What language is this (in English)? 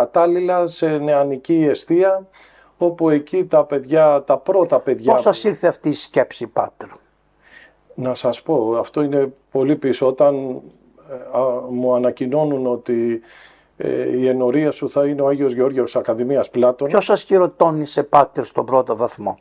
Greek